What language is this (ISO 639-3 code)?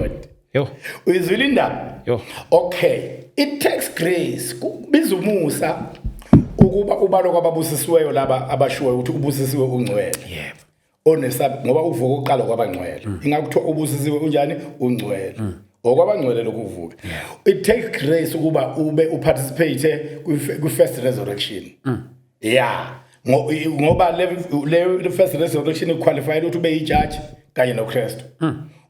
zul